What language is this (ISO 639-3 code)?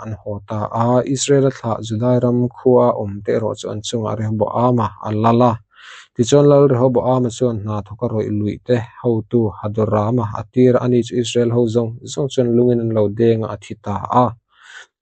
lus